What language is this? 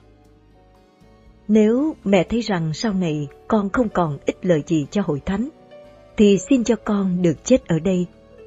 Vietnamese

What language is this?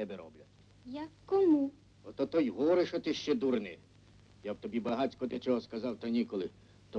Ukrainian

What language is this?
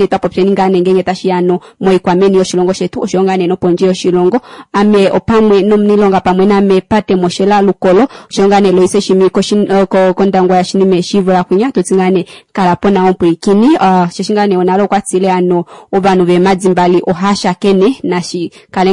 Kuanyama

